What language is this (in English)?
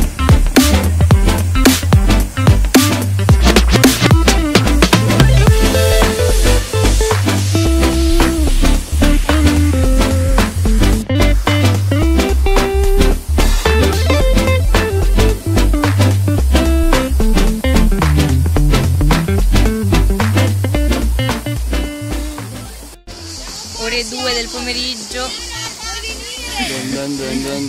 Italian